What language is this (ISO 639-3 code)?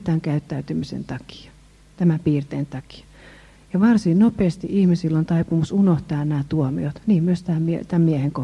fin